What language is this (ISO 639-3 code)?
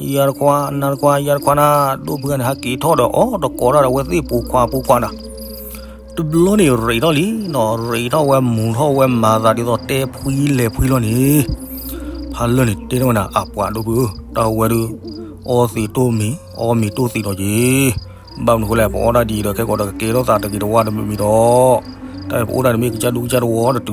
ksw